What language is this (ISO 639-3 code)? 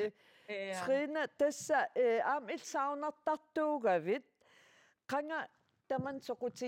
kal